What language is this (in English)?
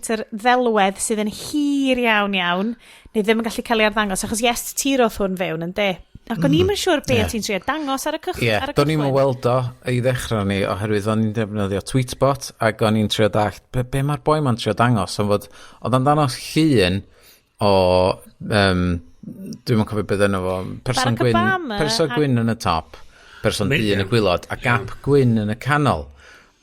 Welsh